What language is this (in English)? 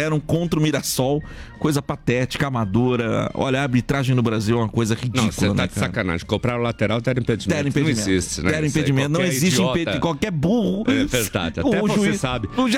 Portuguese